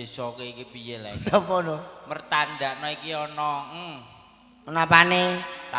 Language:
Javanese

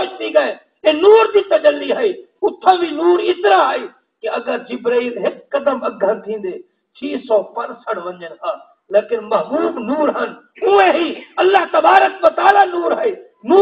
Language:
Saraiki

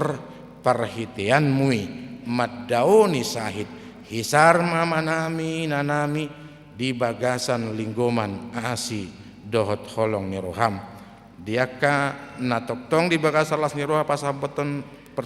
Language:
Batak Toba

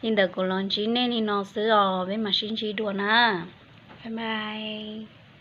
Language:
Hmong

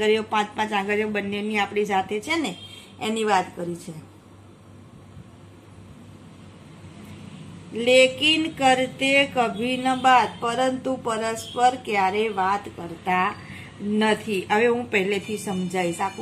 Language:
Gujarati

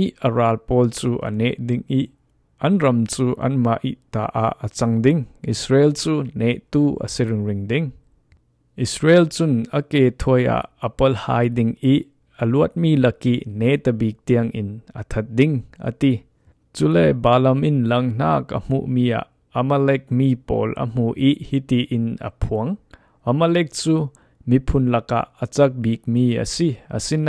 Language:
Falam Chin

